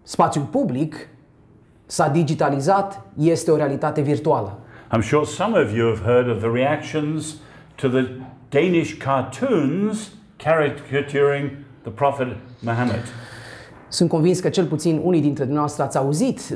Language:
Romanian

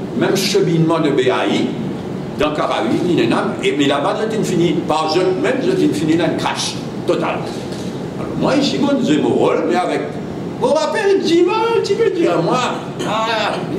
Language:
Morisyen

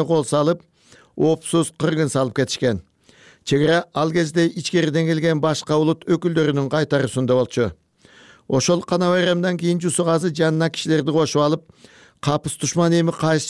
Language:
Kyrgyz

